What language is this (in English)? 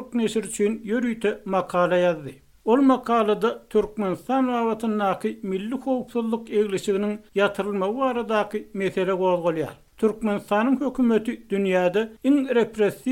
Turkmen